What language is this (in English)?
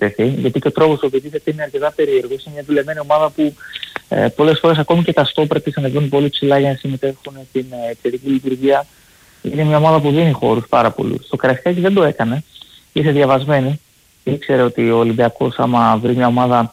Greek